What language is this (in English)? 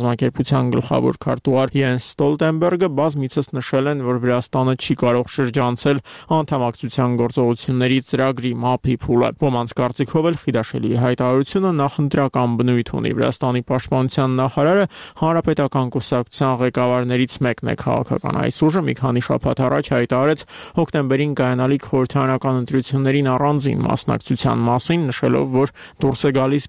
Armenian